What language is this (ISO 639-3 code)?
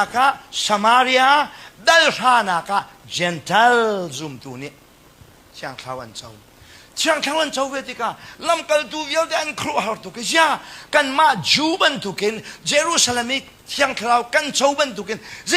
cnh